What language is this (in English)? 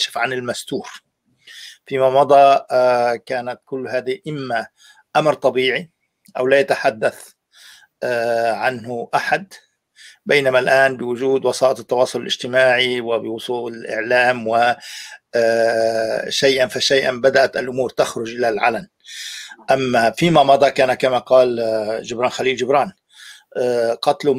Arabic